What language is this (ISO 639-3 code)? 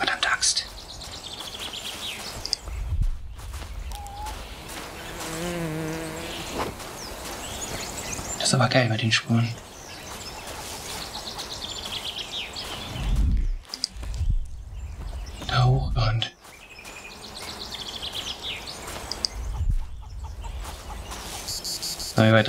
deu